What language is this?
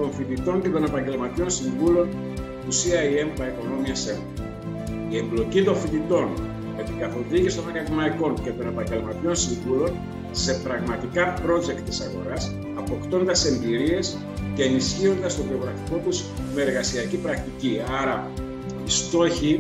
Greek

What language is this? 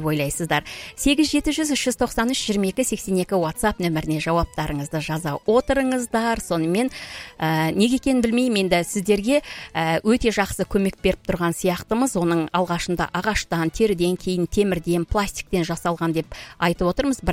Kazakh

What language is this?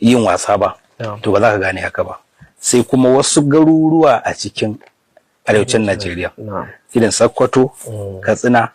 Hausa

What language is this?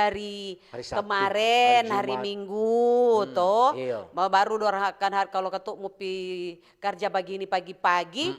Manado Malay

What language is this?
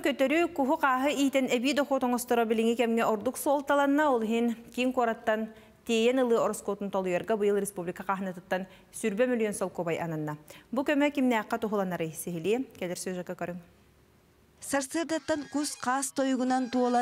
Yakut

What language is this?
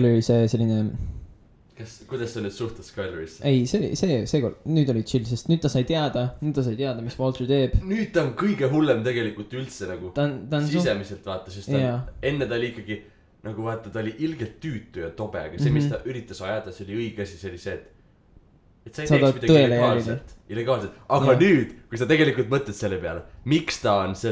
Estonian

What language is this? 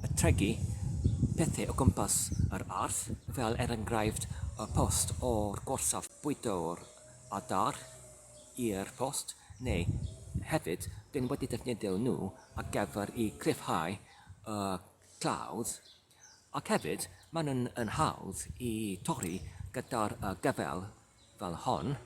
Welsh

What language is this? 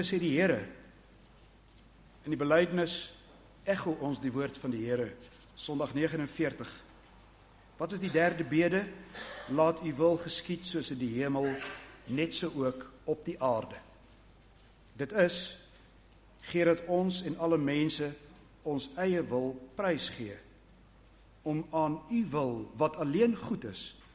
Afrikaans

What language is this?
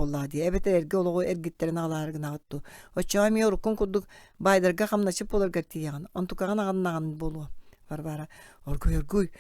Yakut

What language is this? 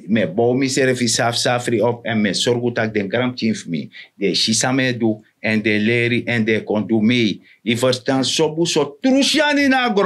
Sranan Tongo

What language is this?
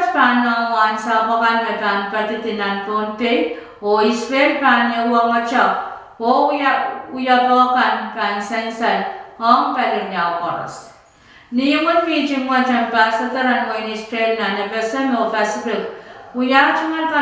Pohnpeian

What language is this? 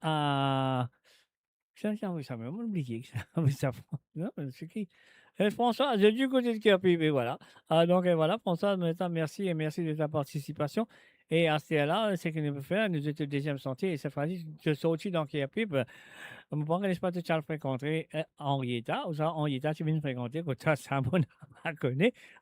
Morisyen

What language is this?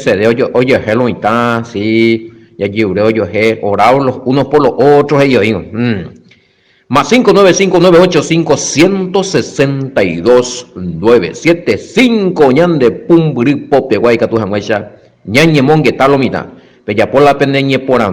Guarani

